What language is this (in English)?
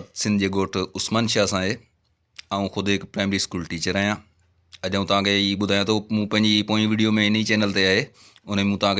Sindhi